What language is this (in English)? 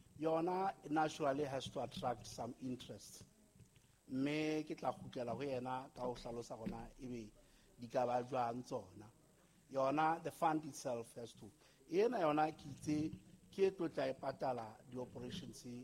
Southern Sotho